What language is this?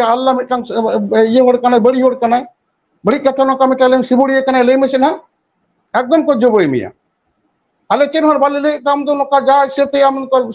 Santali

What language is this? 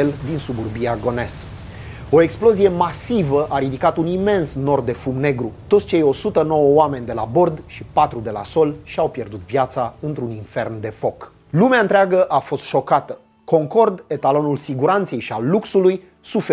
Romanian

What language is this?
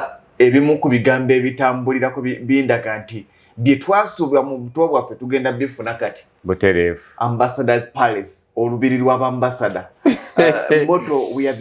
Ganda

